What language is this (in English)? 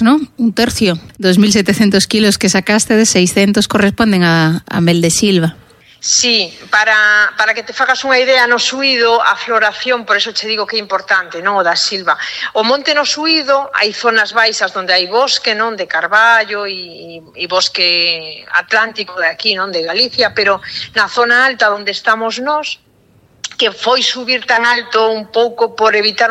Galician